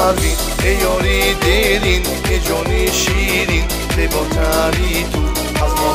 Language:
Persian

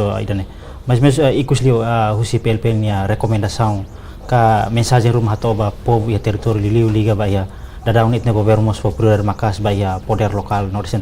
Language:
Tetum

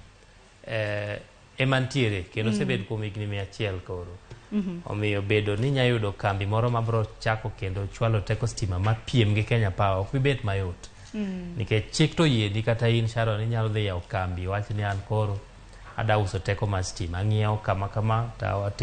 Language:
Luo (Kenya and Tanzania)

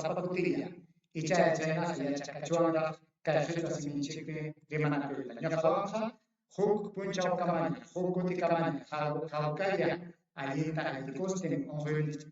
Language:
Ayacucho Quechua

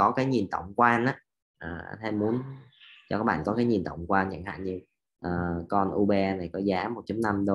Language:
Vietnamese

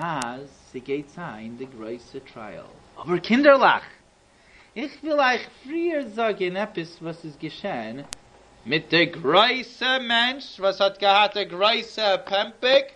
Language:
Yiddish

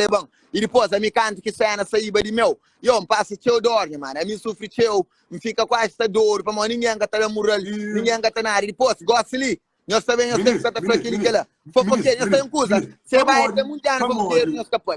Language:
Kabuverdianu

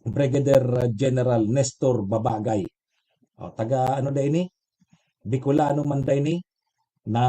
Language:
Bikol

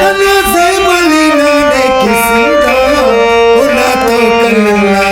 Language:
Brahui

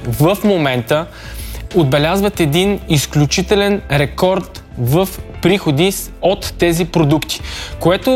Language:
Bulgarian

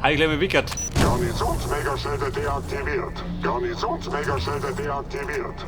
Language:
Bavarian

